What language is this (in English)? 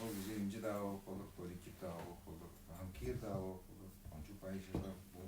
Tuvinian